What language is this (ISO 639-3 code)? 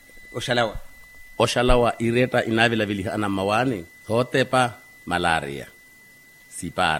vmw